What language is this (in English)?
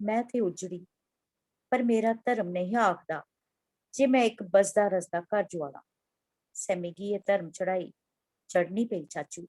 Dogri